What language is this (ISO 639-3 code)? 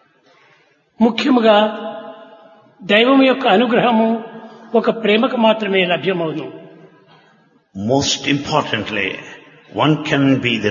tel